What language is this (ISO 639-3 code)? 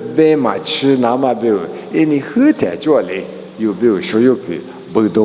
lis